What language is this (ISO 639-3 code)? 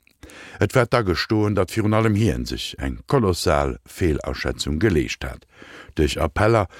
ltz